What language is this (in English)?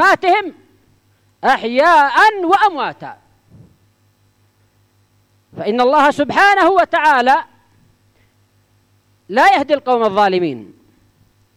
Arabic